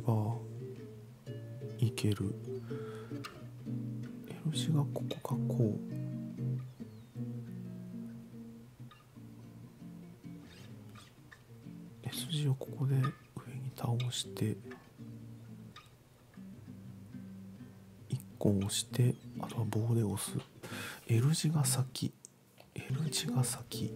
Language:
Japanese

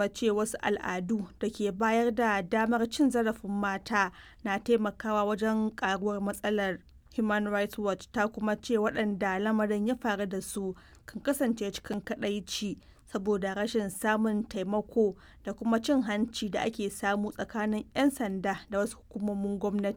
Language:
Hausa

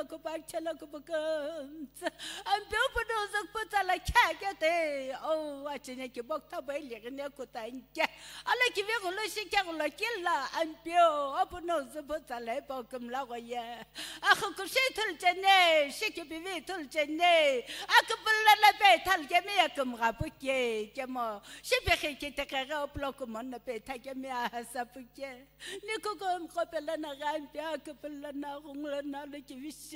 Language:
Sumi Naga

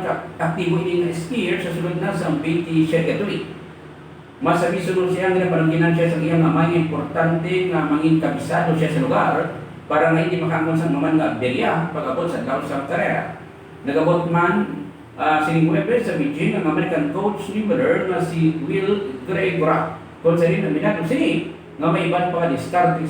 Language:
Hiligaynon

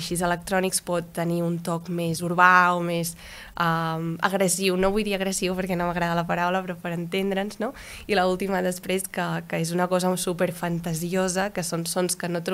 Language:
Catalan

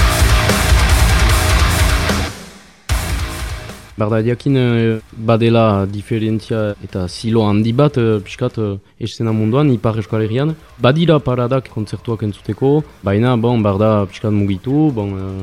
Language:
Basque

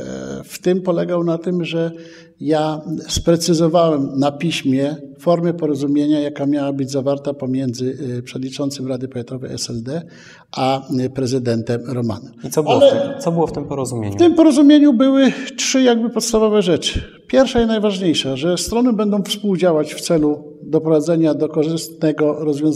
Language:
Polish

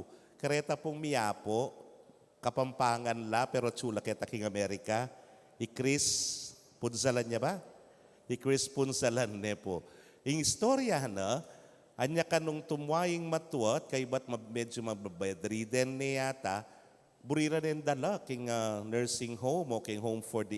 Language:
Pampanga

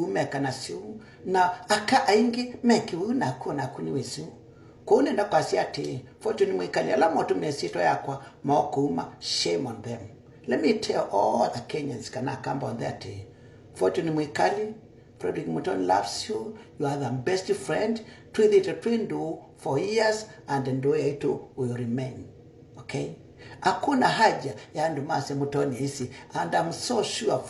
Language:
Kamba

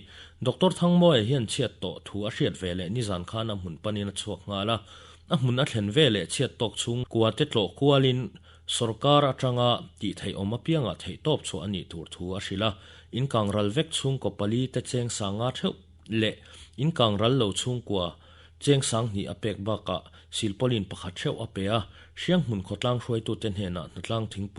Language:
Mizo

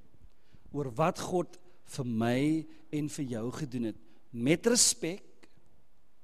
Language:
Afrikaans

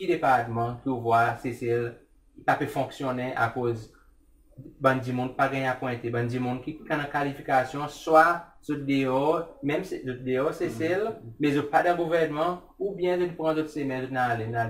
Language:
Seselwa Creole French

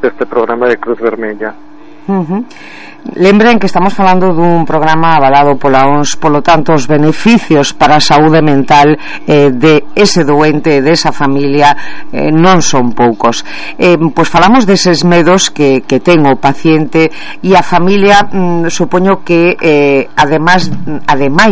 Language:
Galician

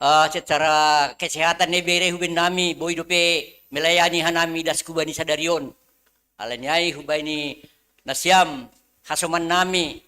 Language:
Batak Simalungun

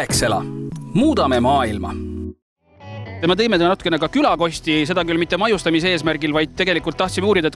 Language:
Estonian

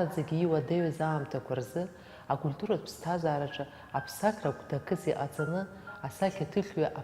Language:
Abkhazian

